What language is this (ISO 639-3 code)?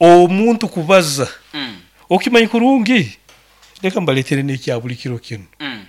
nyo